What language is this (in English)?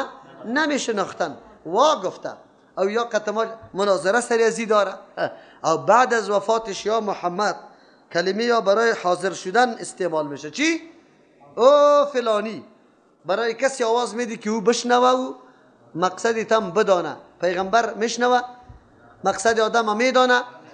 Persian